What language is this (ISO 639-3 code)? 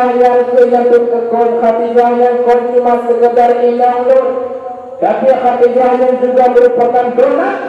ace